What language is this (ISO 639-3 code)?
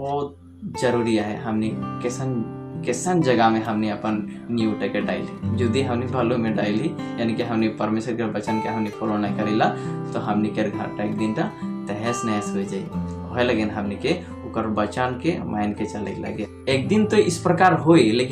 sck